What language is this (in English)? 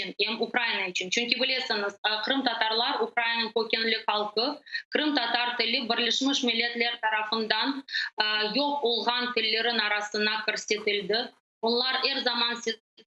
Crimean Tatar